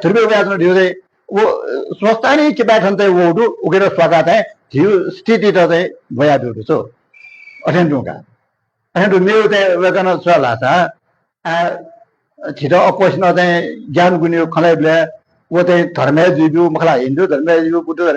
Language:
Newari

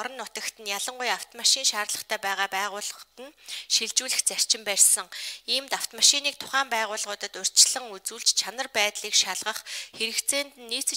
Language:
Mongolian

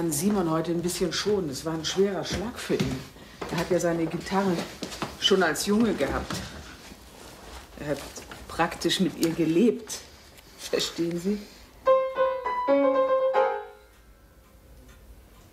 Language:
German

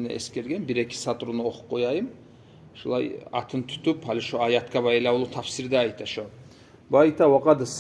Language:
Kumyk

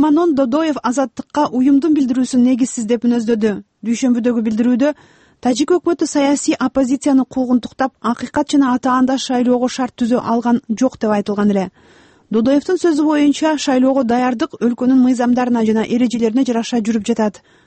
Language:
Kyrgyz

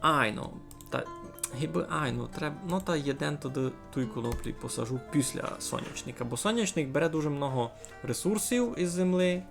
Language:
Rusyn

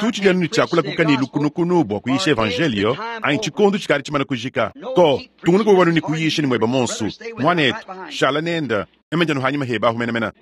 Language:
Luba-Lulua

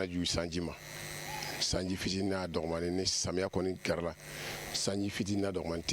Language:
Bambara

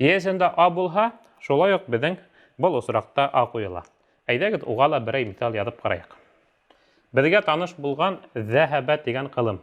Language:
Bashkir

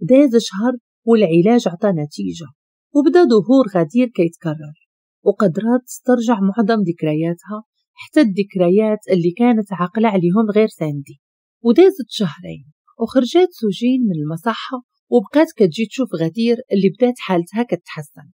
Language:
Moroccan Arabic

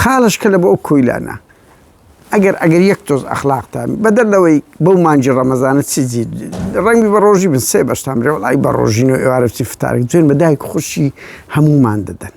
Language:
Central Kurdish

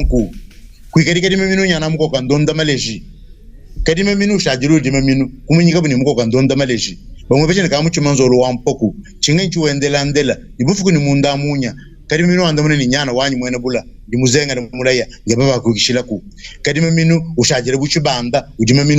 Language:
Luba-Lulua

